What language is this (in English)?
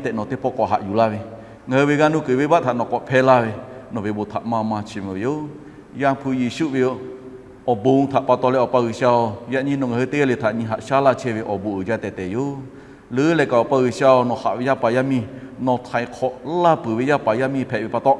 Lahu